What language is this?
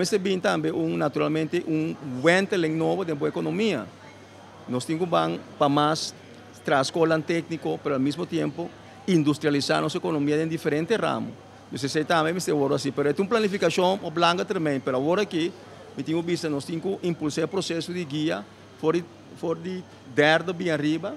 Papiamento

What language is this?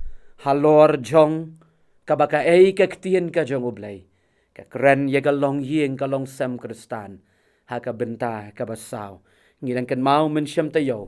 Khasi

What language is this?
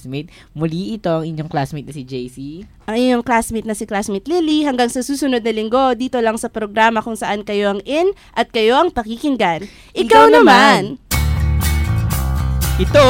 Filipino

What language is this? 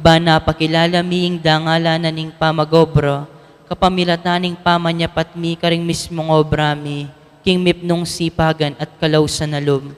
Pampanga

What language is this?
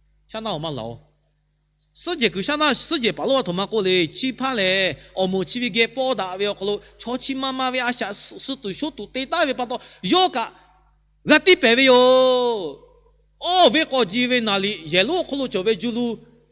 Lahu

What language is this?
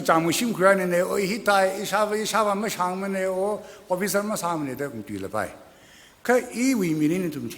Tangkhul Naga (India)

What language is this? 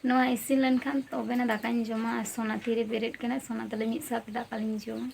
Santali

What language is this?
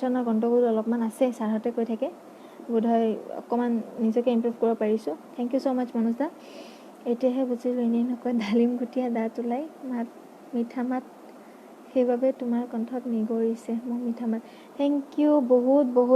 Assamese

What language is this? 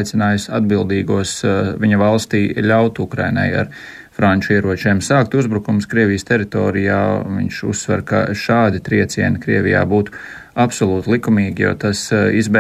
Latvian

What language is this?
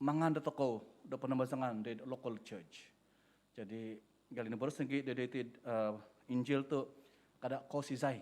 Central Dusun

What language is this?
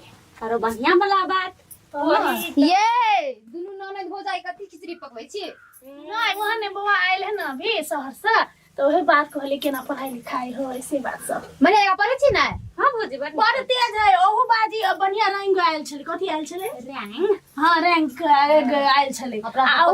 Maithili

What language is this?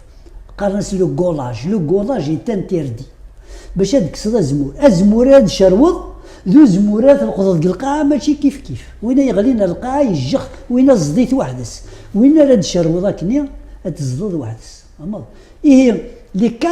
Kabyle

